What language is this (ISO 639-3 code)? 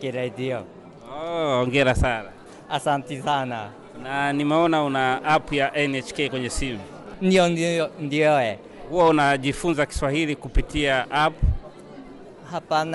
swa